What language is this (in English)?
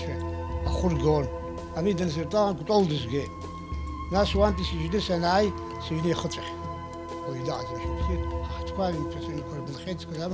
Abkhazian